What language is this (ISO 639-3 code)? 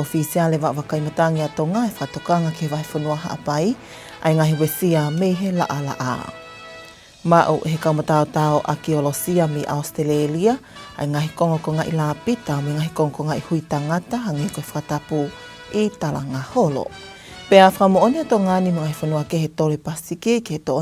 ton